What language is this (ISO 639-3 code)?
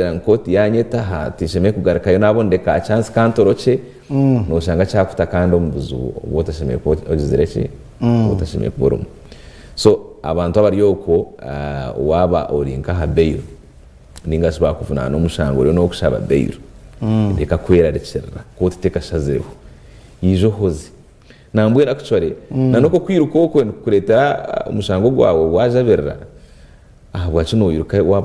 nyn